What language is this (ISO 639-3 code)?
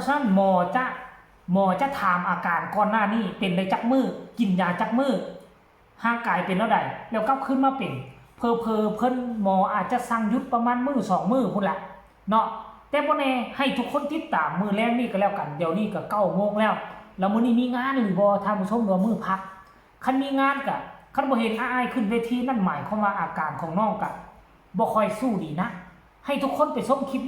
tts